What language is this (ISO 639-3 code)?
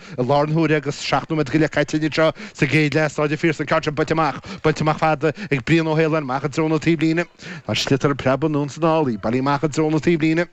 gle